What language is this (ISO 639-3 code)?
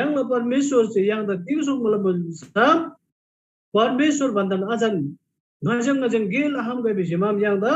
taj